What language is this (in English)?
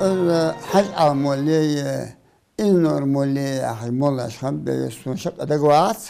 Ingush